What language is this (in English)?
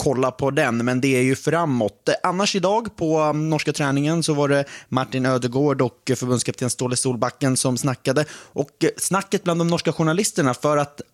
Swedish